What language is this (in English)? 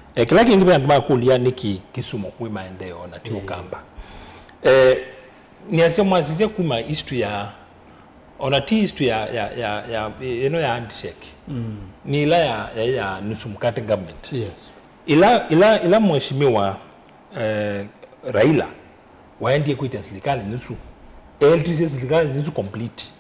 Kamba